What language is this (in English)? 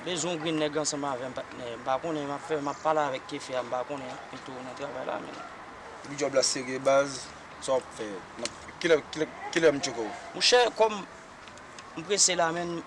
Haitian Creole